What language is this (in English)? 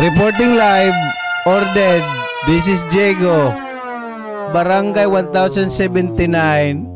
Waray